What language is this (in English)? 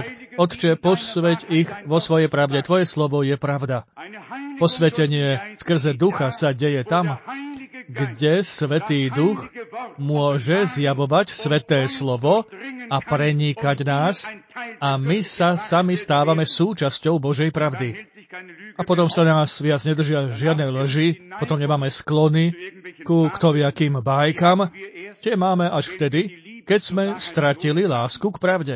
Slovak